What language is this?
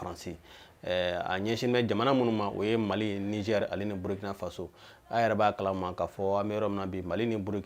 Bambara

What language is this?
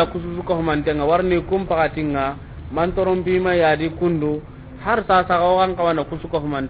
Soninke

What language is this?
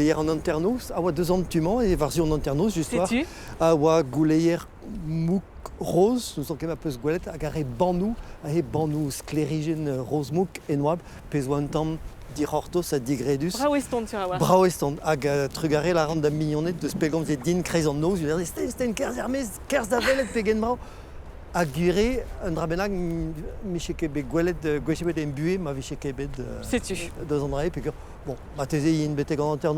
Breton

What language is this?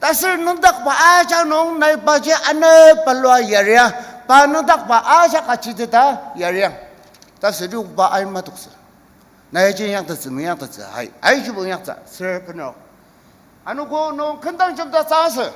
Ao Naga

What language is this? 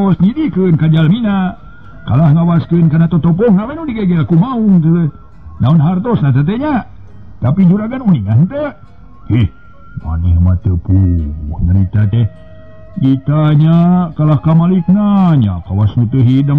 Sundanese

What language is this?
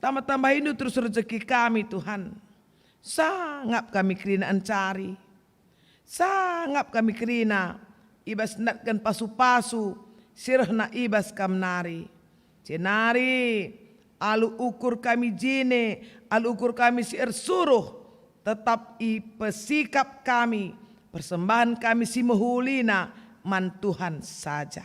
Batak Karo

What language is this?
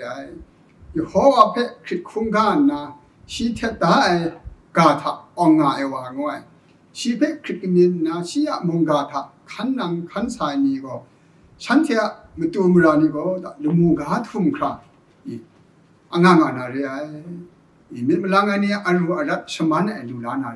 Kachin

